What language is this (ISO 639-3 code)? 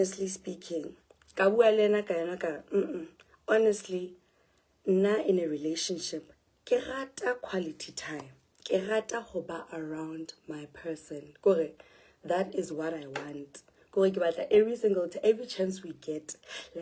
sot